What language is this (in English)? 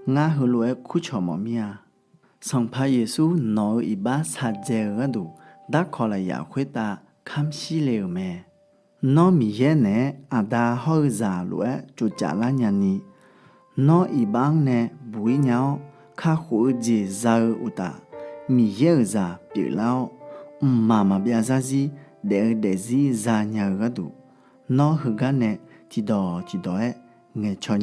Akha